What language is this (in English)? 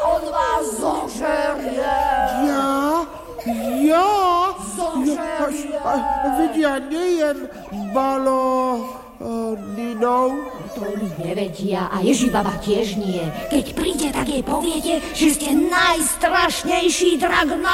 Slovak